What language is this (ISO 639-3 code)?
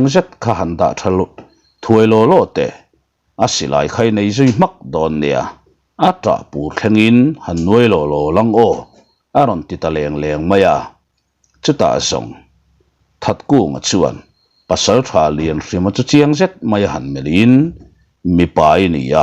lus